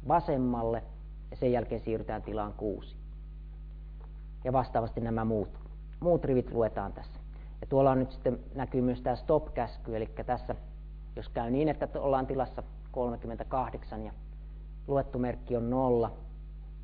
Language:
Finnish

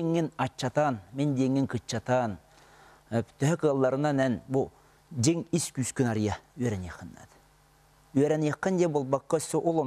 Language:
Yakut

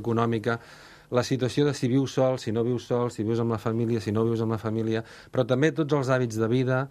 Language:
Catalan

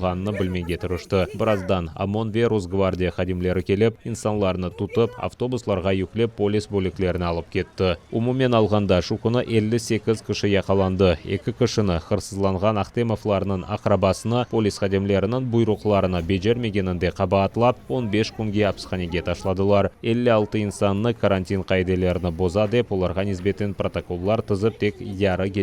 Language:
Crimean Tatar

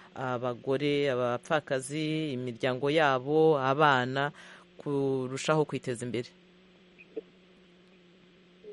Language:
Kinyarwanda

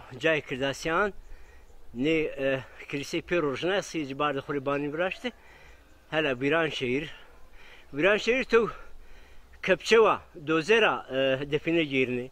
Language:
Zaza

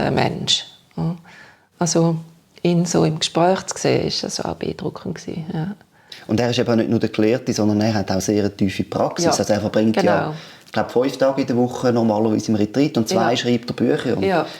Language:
Swiss German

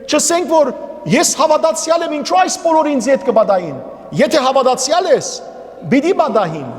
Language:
Western Armenian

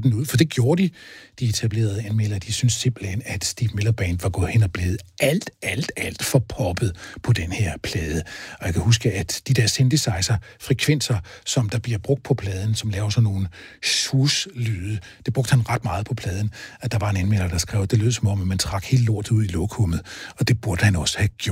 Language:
Danish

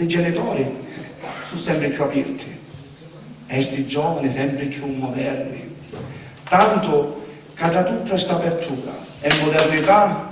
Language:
Sicilian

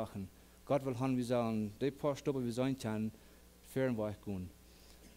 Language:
Plautdietsch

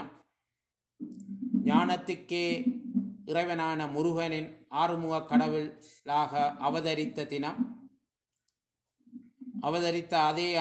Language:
Tamil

